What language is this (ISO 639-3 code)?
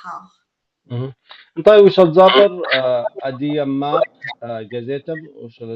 ady